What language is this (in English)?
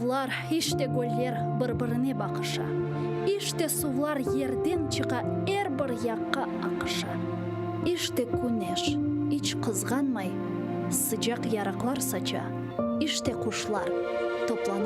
Crimean Tatar